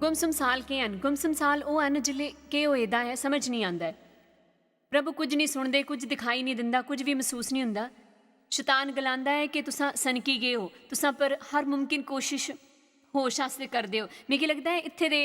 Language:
Dogri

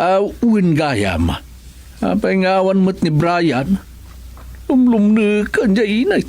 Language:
Iloko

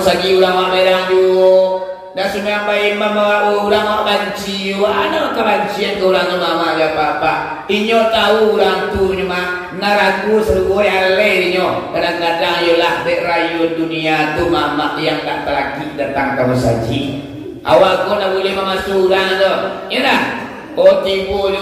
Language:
Minangkabau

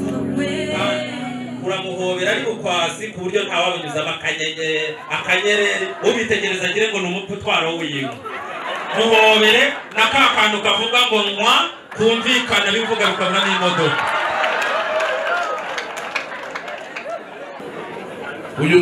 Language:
Kinyarwanda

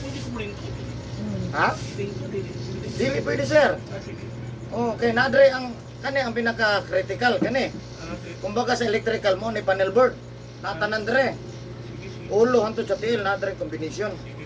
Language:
Cebuano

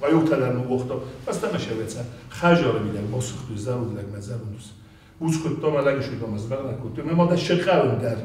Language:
Ossetic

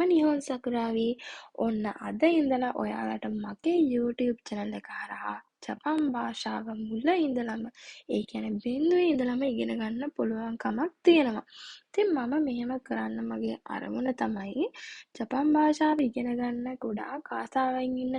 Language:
Sinhala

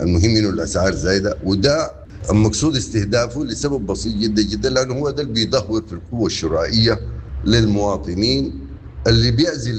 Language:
Sudanese Arabic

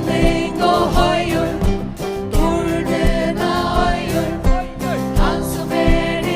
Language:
Faroese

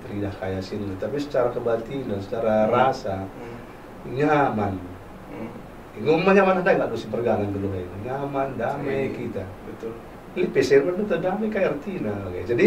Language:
Batak Karo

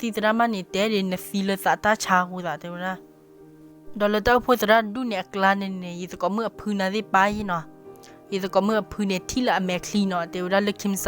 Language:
S'gaw Karen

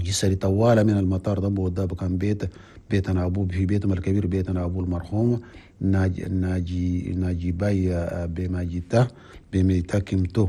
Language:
Chadian Arabic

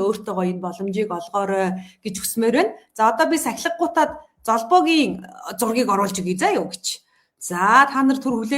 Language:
Mongolian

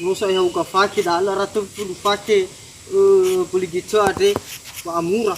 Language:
Nias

